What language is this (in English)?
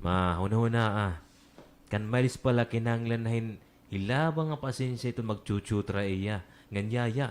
Waray